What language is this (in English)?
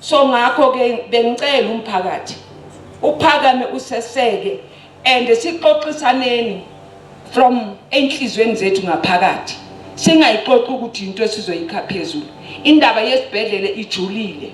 Zulu